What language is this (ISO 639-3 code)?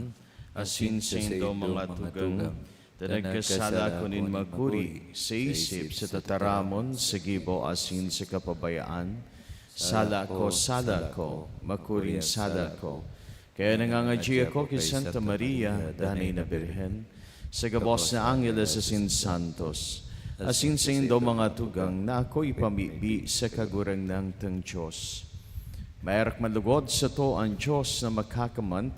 bik